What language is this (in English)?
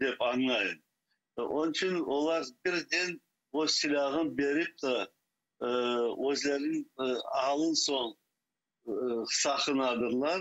Crimean Tatar